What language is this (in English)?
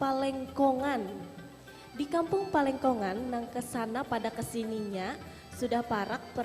Banjar